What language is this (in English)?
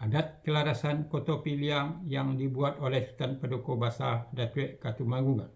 Minangkabau